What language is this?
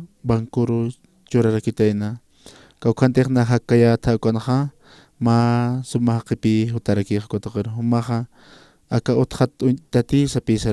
Aymara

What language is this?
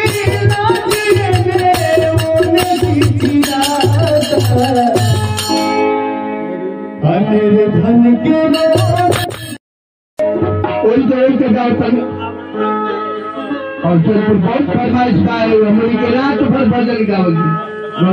Bhojpuri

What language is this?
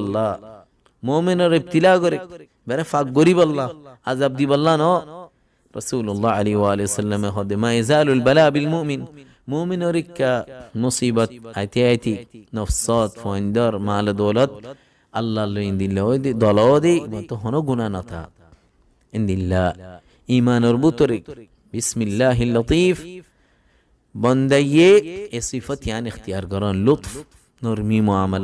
Rohingya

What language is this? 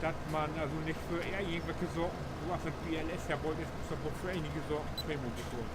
Low German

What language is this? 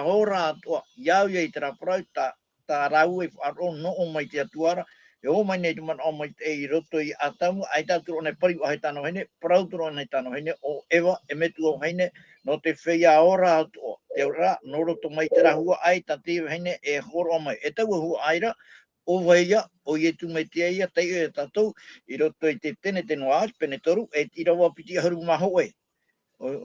Tahitian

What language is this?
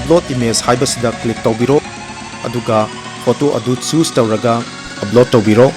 Manipuri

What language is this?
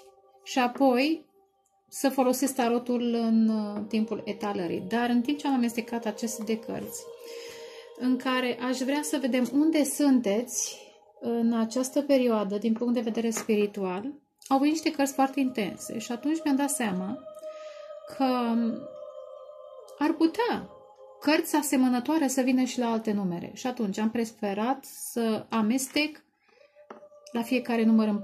Romanian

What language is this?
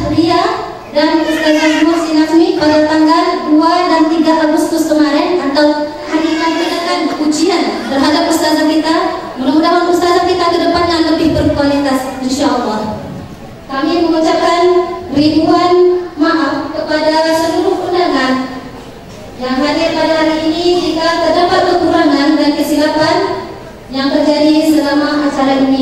Indonesian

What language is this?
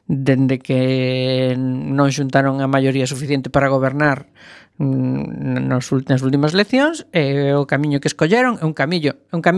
Galician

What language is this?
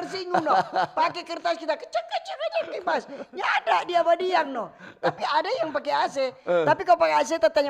Manado Malay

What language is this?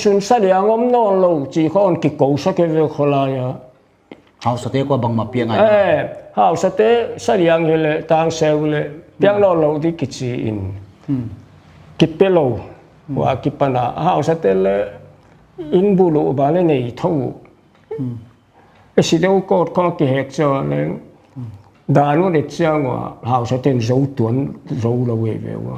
Paite Chin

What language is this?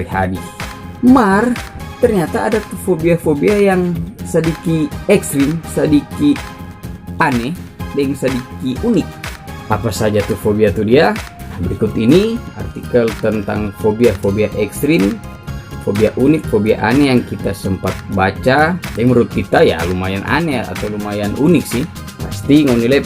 Manado Malay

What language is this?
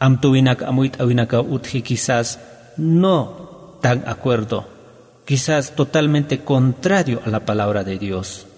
Aymara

